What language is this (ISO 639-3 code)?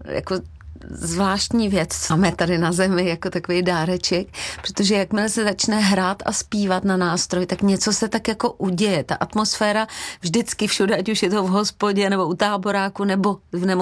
ces